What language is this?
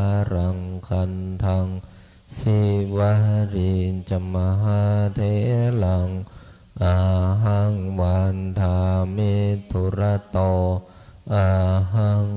Pali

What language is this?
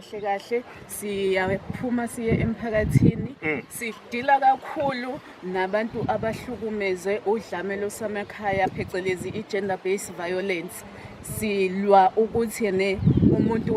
Zulu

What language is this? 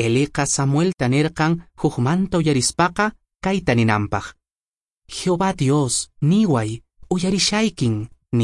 Quechua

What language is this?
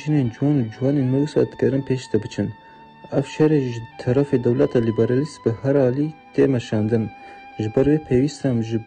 Kurdish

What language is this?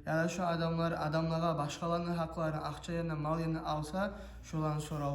Kumyk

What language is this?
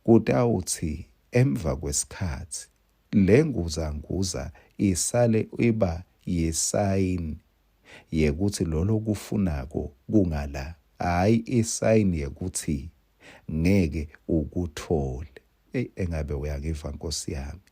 Swati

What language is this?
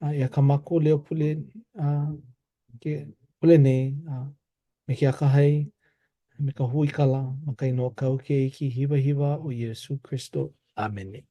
Hawaiian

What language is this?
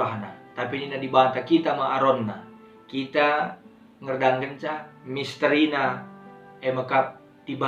Batak Karo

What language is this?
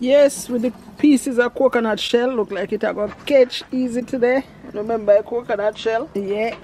Jamaican Creole English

